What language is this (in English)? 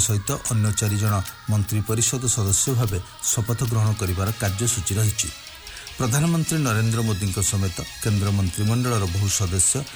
Odia